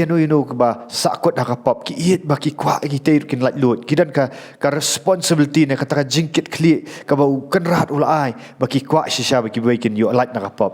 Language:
Khasi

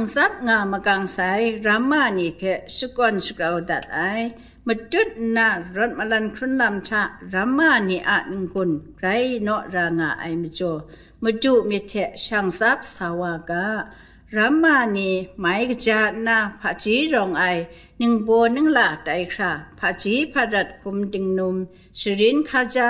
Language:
Kachin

